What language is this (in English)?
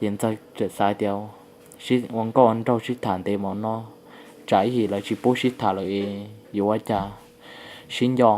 Hmong